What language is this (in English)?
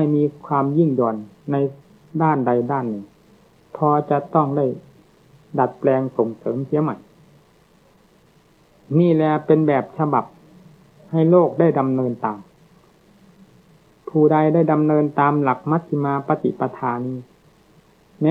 Thai